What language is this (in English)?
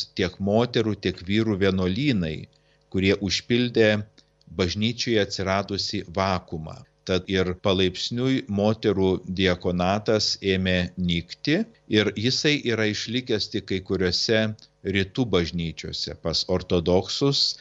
Lithuanian